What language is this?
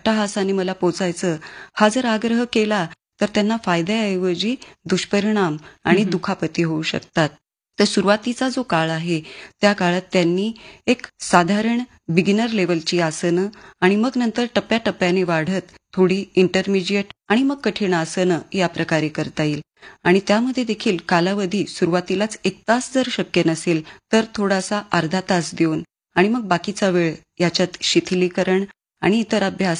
Marathi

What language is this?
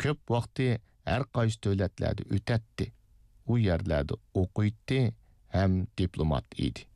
Uyghur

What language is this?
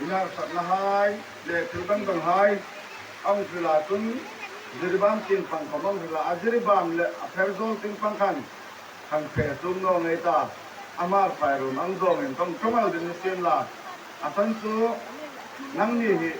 Hmar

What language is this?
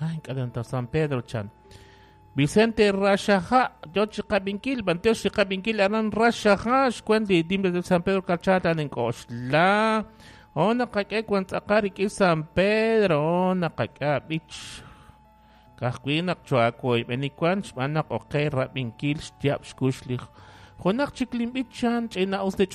Kekchí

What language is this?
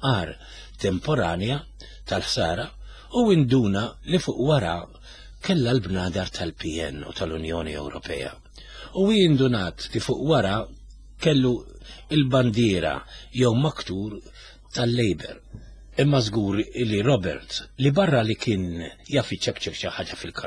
Maltese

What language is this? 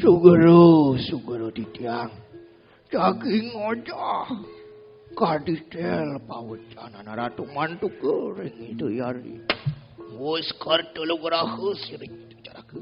Balinese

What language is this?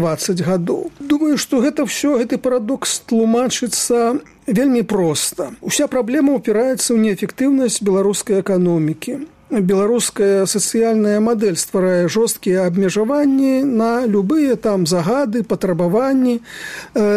Belarusian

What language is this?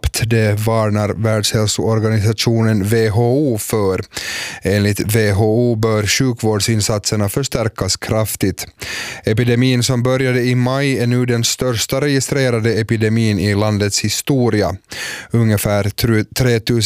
Swedish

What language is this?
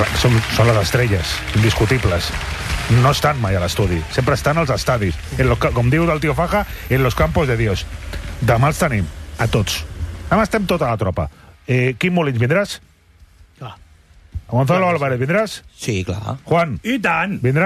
Catalan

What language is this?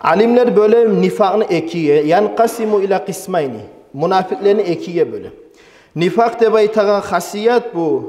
Kumyk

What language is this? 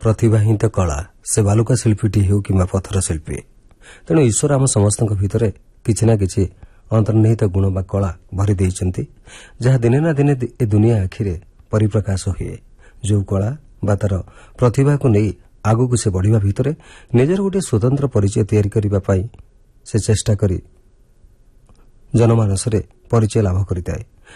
Odia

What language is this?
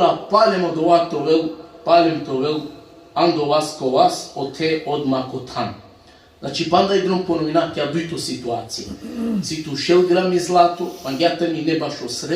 Balkan Romani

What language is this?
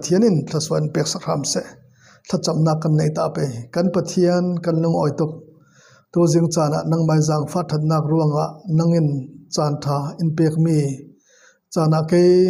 Falam Chin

